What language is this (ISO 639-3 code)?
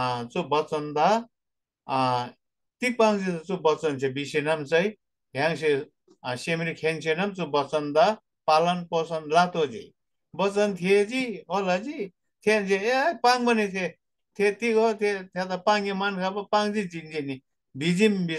taj